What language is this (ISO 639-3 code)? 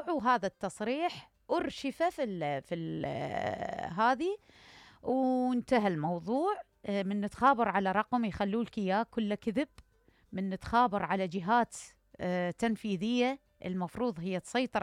acm